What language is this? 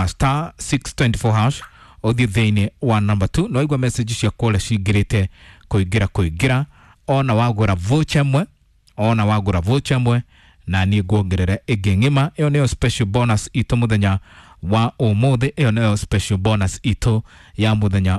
Kikuyu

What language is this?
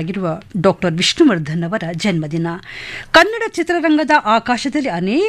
Kannada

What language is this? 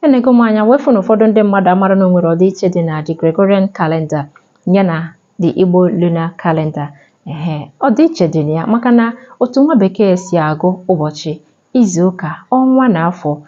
Igbo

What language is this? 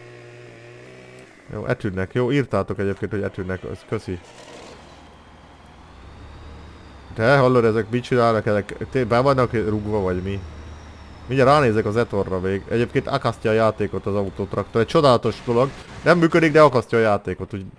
Hungarian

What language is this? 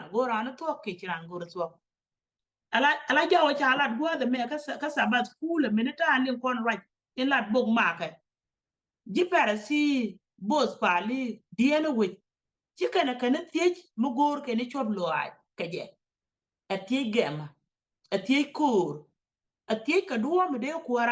Nuer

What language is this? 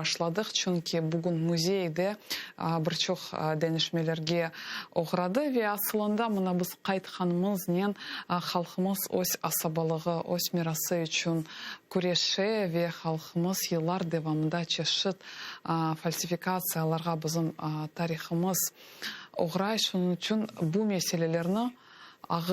Crimean Tatar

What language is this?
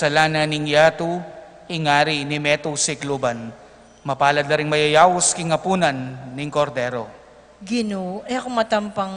Pampanga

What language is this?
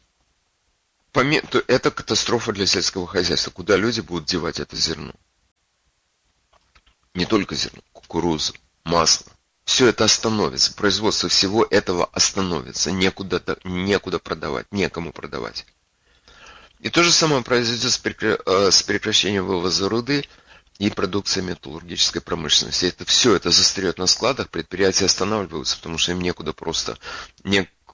Russian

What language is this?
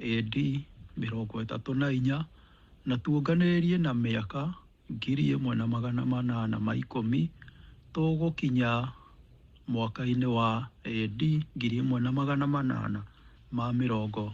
Kikuyu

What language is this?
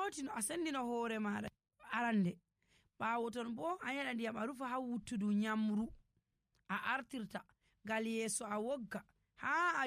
Nigerian Fulfulde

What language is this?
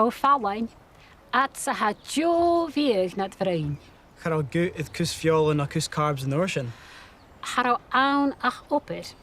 Scottish Gaelic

